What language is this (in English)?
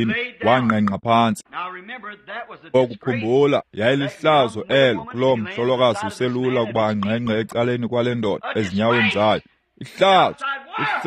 Xhosa